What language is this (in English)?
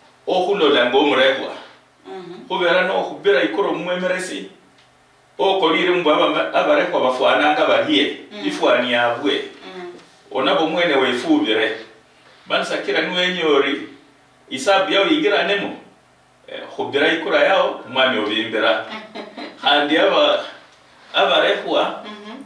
Luyia